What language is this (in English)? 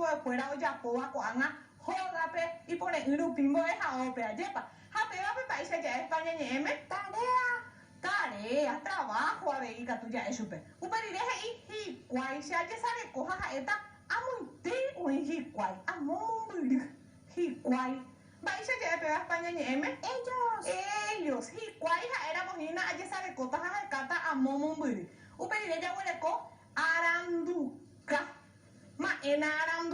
Guarani